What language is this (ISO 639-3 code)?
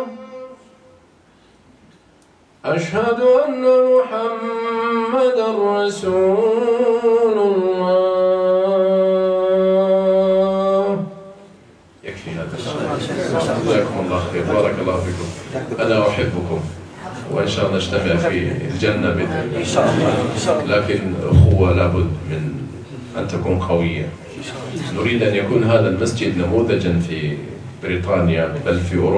ara